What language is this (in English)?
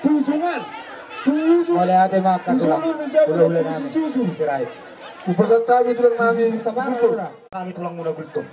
Batak Toba